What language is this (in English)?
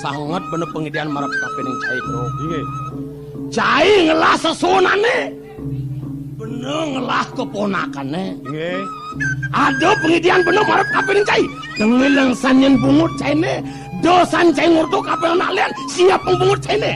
Balinese